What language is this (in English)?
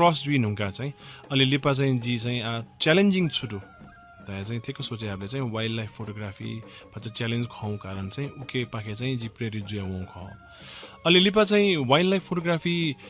Newari